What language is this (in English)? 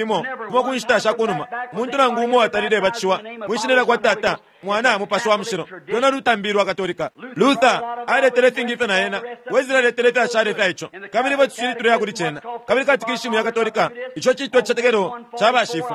Bemba